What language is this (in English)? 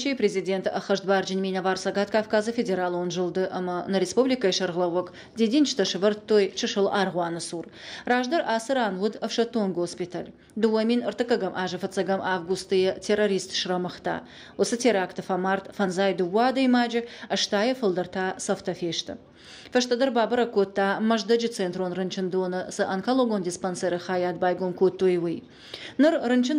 Ossetic